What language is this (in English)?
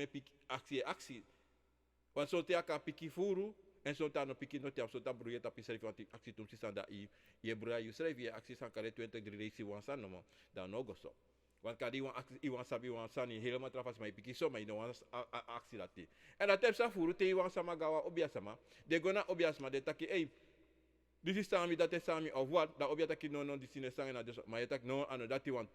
Sranan Tongo